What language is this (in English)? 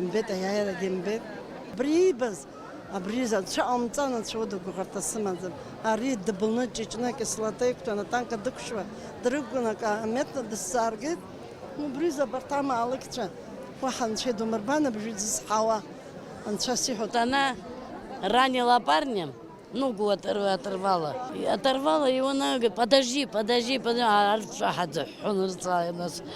Abkhazian